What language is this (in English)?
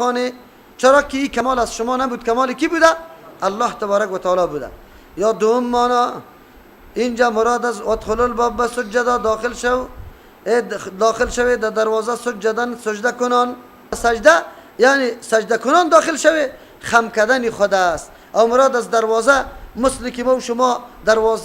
Persian